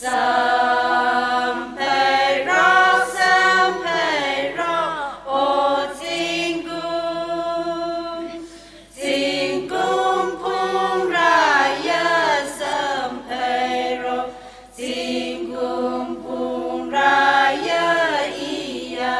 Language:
Tangkhul Naga (India)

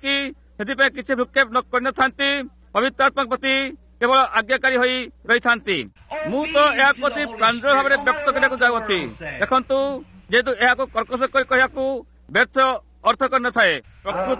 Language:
Odia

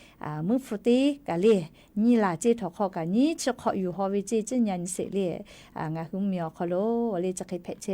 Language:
Lahu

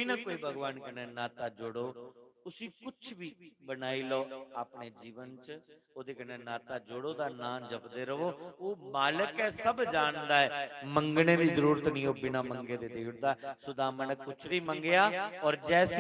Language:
Dogri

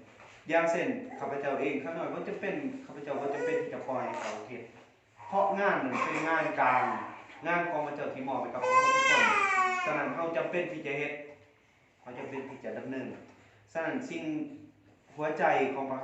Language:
Lao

